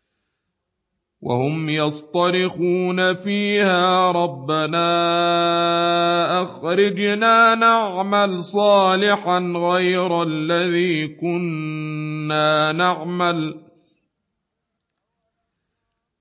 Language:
Arabic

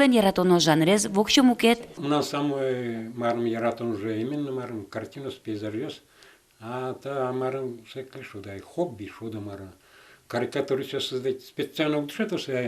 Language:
Udmurt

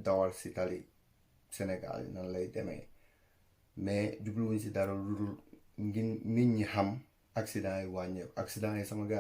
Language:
Wolof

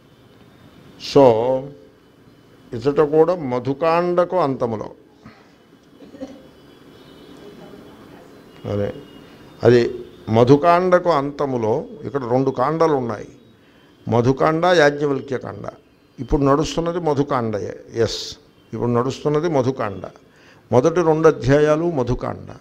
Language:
Telugu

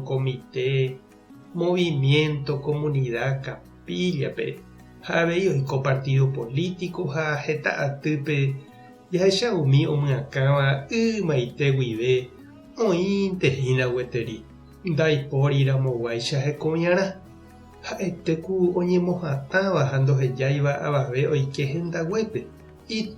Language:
Guarani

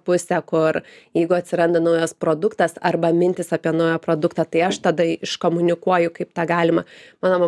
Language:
Lithuanian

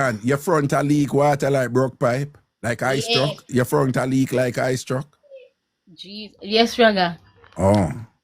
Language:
Jamaican Creole English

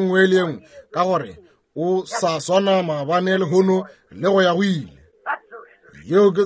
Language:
Northern Sotho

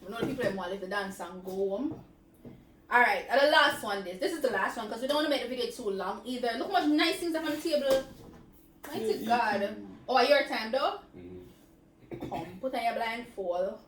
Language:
Jamaican Creole English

